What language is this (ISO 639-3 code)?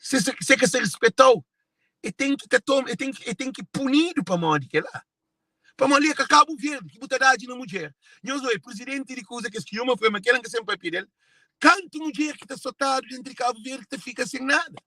kea